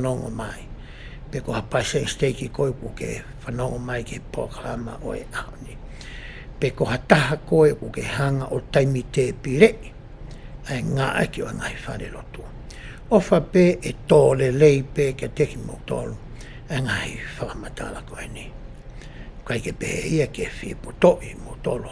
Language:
Tongan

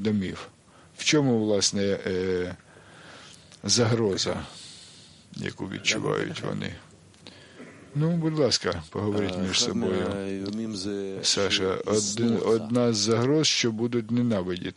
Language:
Ukrainian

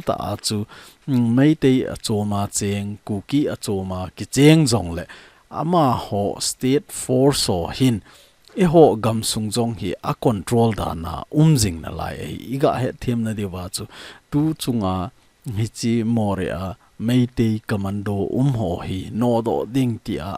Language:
Thado Chin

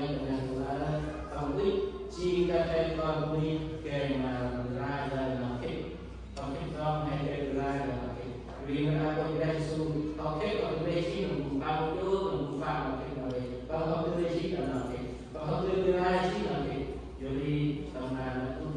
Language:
Central Mnong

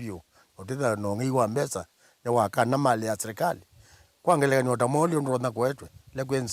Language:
Kamba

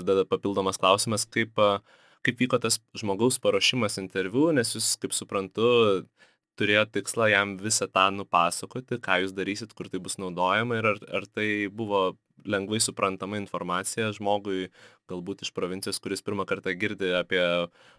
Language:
Lithuanian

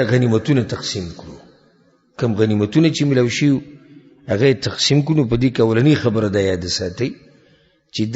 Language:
Pashto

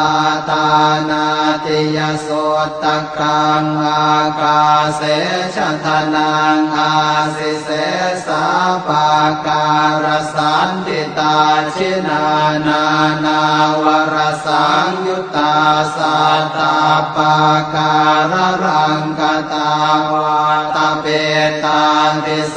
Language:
Pali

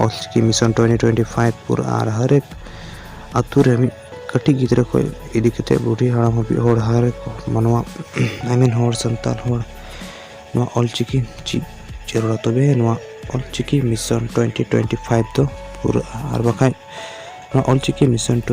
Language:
Santali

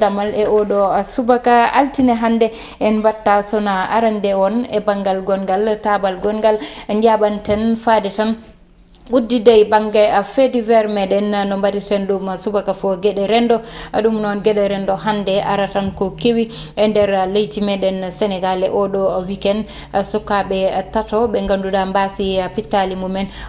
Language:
Fula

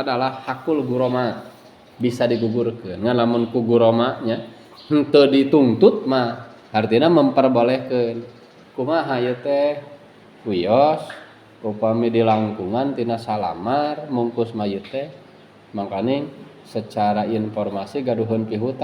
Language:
Sundanese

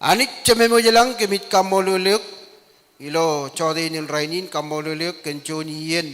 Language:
Marshallese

